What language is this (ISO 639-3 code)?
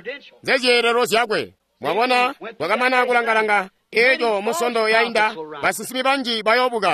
toi